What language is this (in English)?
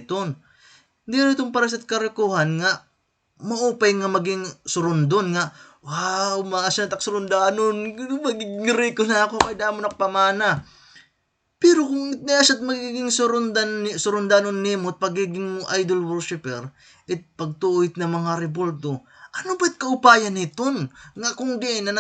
Waray